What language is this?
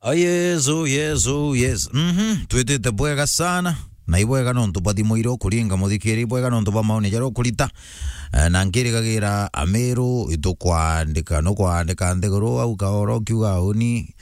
Meru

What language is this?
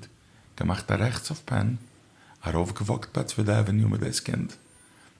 Yiddish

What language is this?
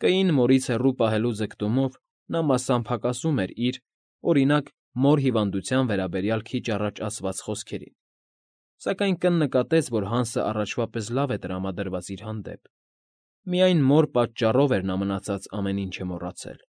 Armenian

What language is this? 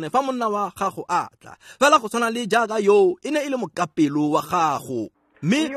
Tswana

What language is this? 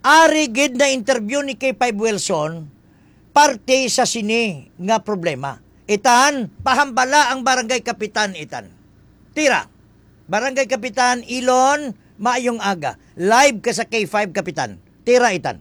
Hiligaynon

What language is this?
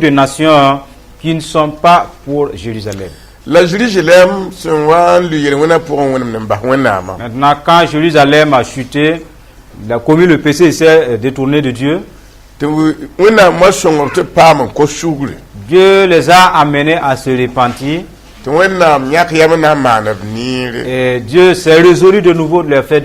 Mossi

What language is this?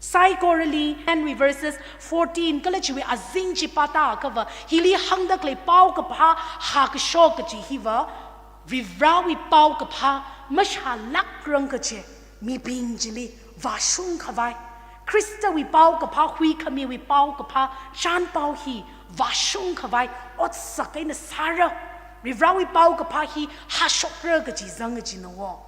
Tangkhul Naga (India)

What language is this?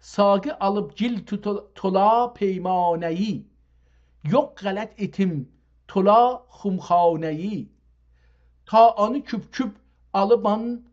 South Azerbaijani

